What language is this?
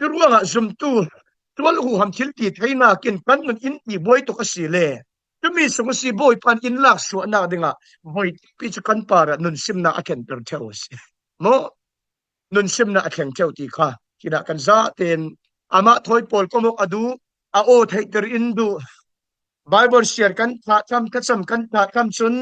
Falam Chin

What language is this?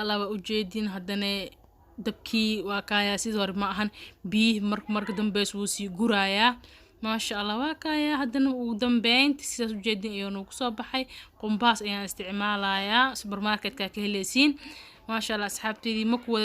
Somali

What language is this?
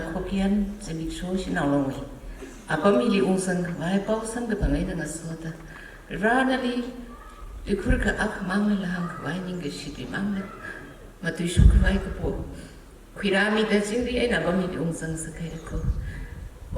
Tangkhul Naga (India)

